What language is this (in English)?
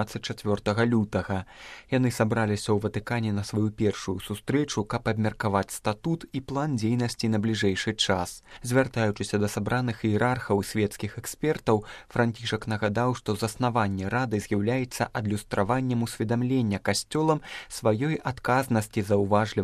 Belarusian